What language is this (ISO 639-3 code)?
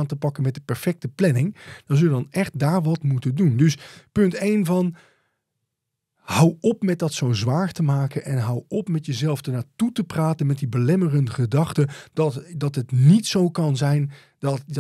nld